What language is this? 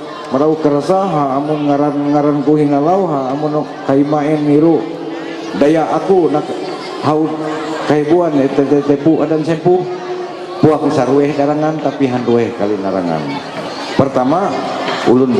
Ma'anyan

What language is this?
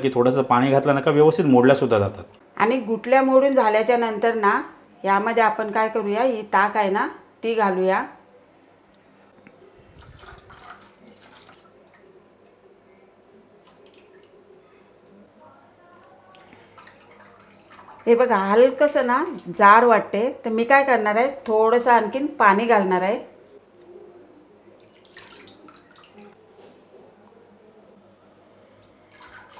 Marathi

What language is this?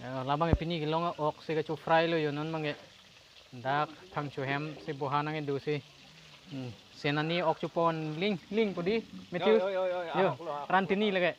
Karbi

